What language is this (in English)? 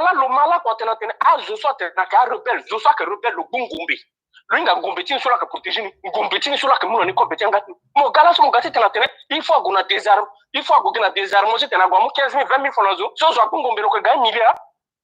Sango